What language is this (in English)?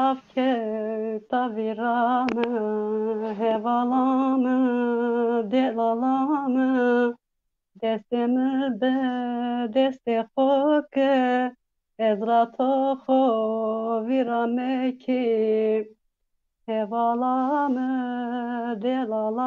Zaza